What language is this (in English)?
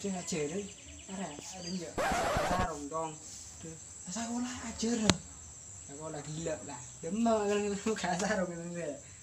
Madurese